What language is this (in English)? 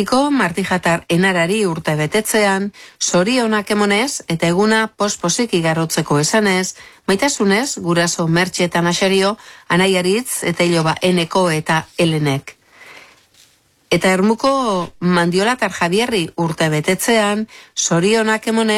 Basque